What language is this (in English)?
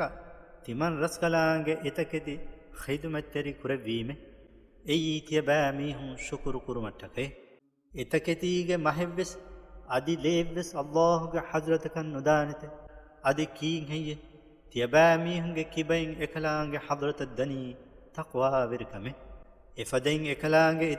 Divehi